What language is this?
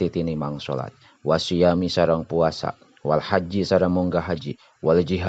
Sundanese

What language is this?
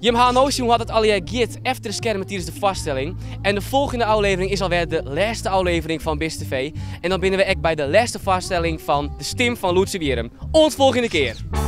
Western Frisian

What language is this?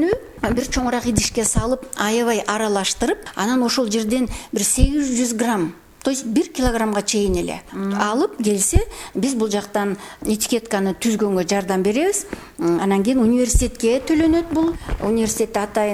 Kyrgyz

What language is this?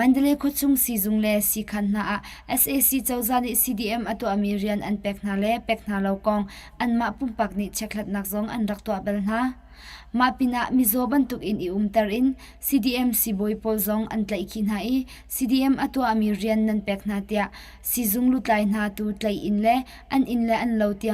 Hakha Chin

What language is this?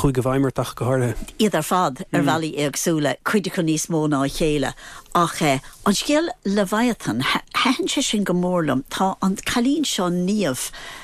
Irish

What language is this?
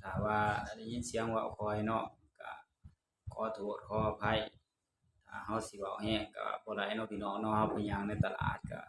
Northeastern Thai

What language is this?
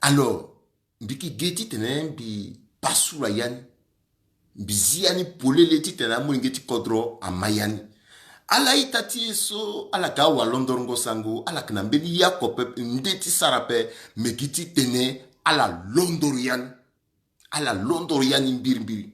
Sango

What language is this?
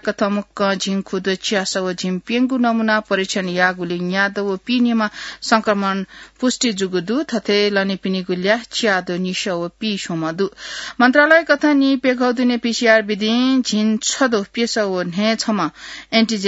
Newari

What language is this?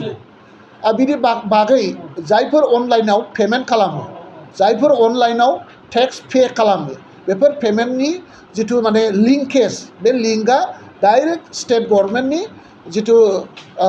Bodo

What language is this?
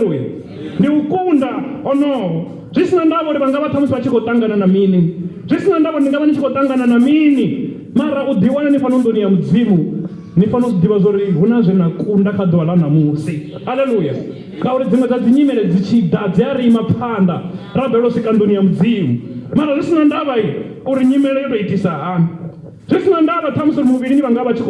Venda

